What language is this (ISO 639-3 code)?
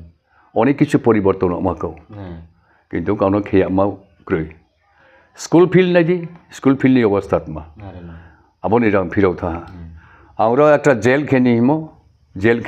ria